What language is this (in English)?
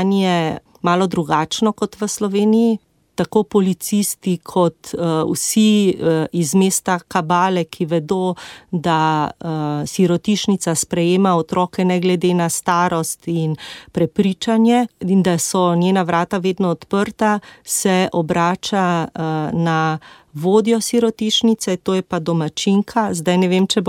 Slovenian